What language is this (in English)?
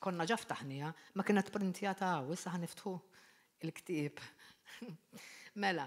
Maltese